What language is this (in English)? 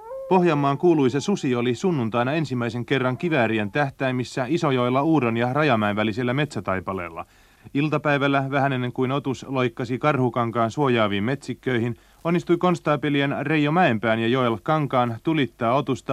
Finnish